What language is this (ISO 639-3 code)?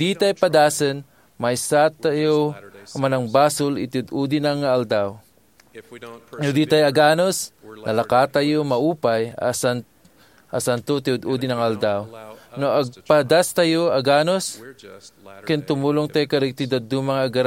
ilo